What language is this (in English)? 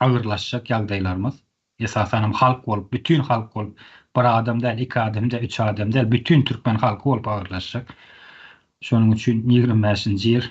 Turkmen